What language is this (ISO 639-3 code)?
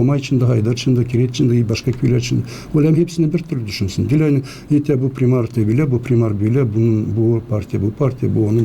gag